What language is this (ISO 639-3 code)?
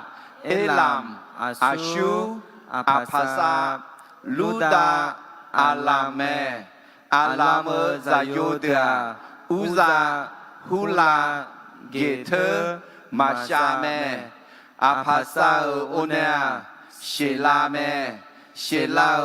ahk